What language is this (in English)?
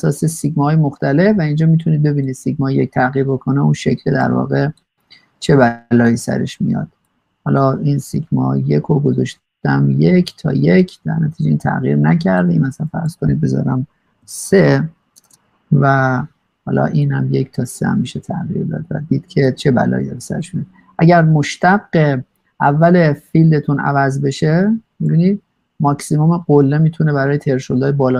Persian